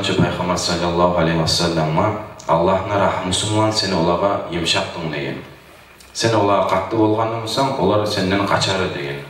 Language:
Kumyk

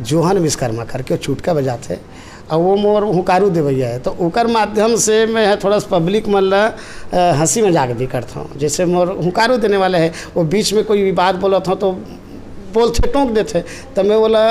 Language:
Chhattisgarhi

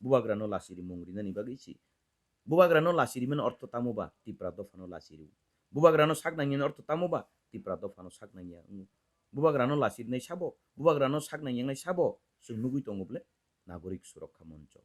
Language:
Kok Borok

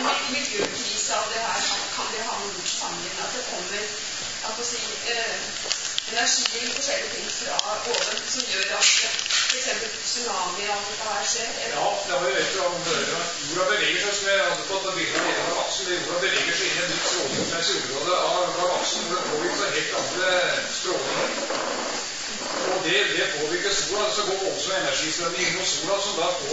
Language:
Norwegian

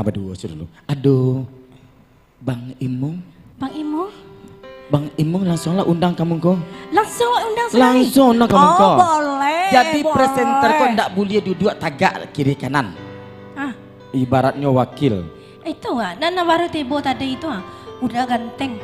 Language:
Minangkabau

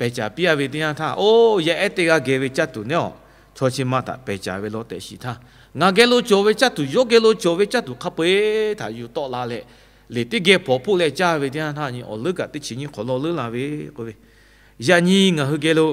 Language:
Lahu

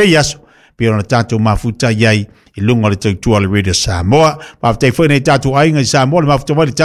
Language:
Samoan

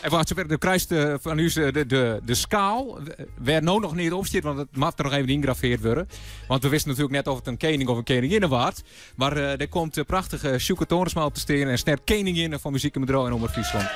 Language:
Western Frisian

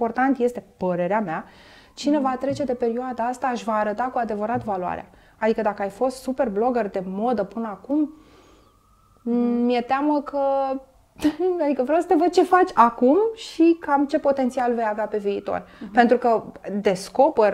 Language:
Romanian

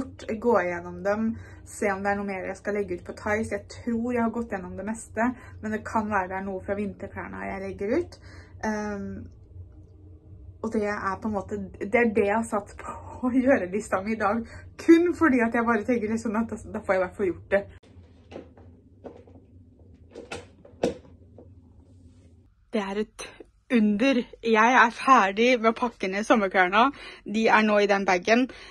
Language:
Norwegian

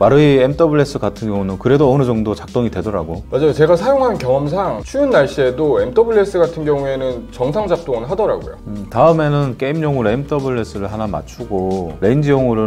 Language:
Korean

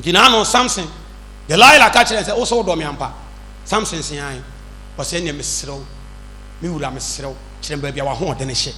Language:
Akan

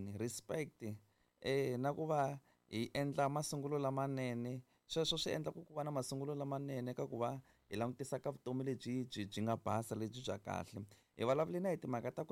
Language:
Tsonga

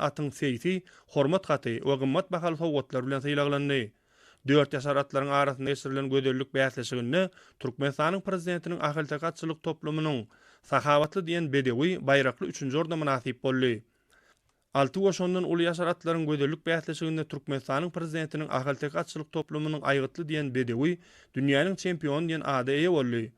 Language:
Turkmen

